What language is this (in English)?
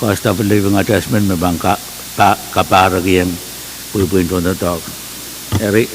Pohnpeian